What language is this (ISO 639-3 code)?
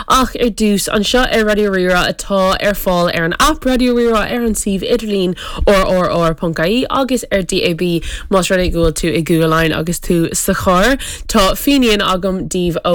gle